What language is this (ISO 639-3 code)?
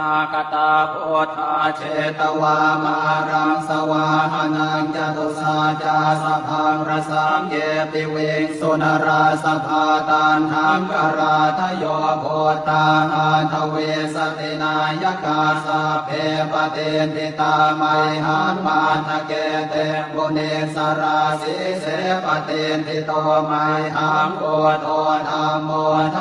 pli